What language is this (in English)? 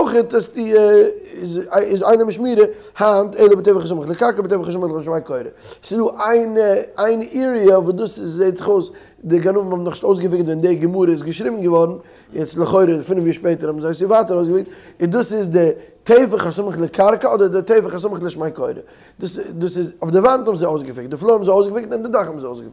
Yiddish